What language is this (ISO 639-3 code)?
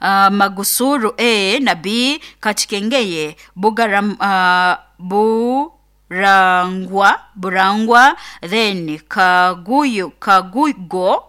nyo